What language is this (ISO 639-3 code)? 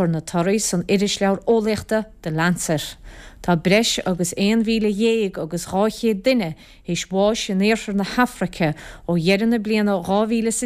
gle